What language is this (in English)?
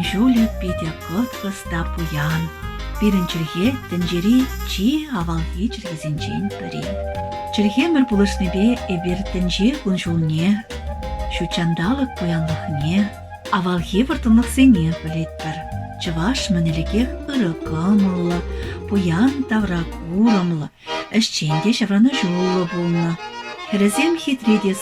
Chuvash